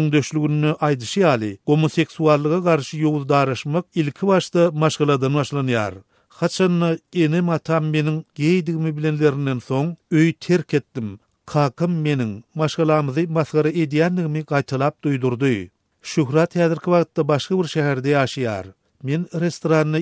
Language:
Turkmen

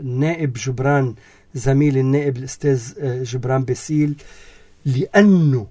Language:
North Levantine Arabic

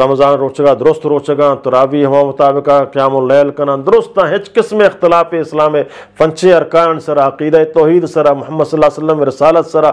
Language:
Eastern Balochi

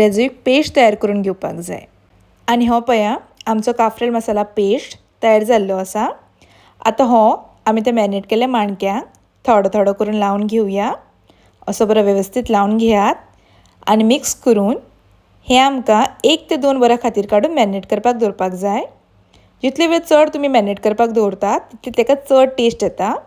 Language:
Konkani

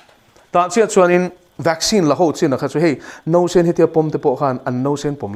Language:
Mizo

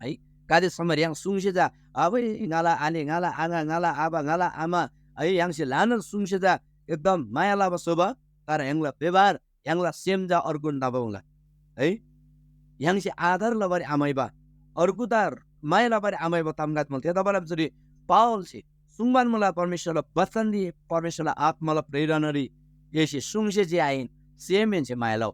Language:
Eastern Tamang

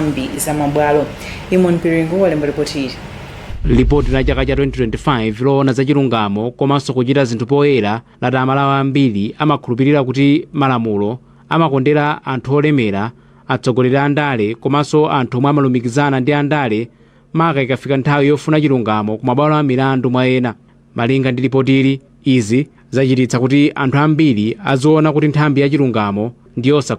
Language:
Nyanja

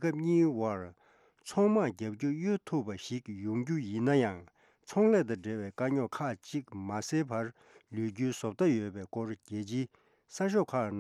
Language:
Tibetan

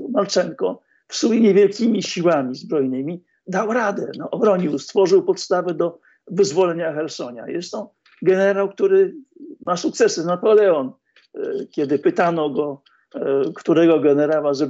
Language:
Polish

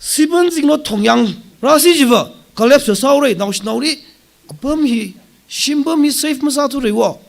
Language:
Tangkhul Naga (India)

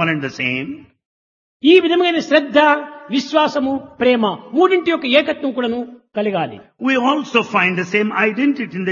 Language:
Telugu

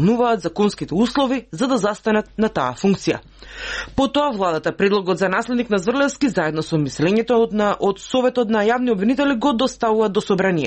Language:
Macedonian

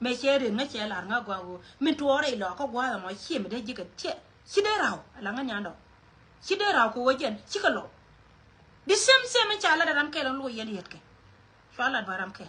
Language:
Nuer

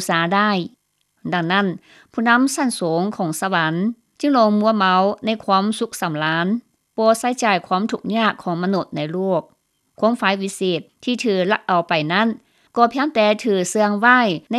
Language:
Lao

